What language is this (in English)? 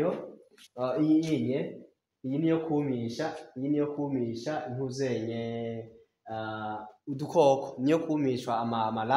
Rundi